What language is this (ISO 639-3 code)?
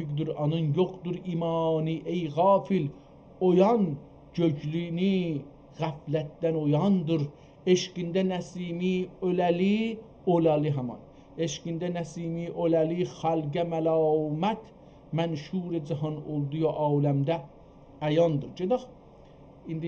azb